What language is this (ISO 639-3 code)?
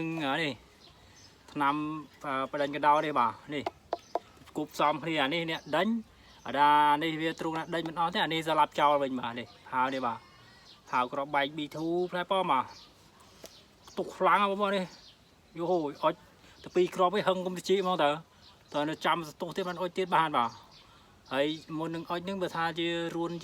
khm